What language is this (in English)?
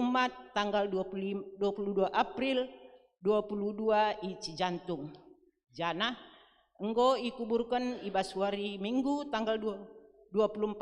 Batak Karo